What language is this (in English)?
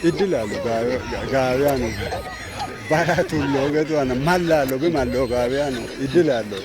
Kafa